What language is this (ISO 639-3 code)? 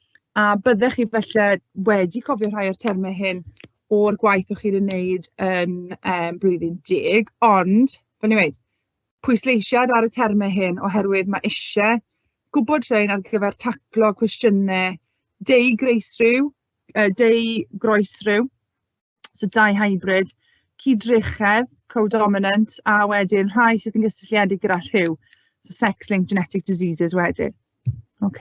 cym